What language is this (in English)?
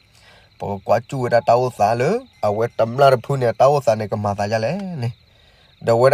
S'gaw Karen